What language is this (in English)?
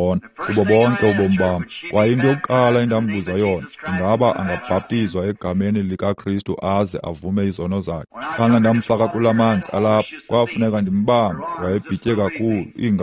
Xhosa